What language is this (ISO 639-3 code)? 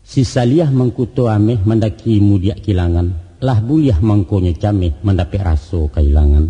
min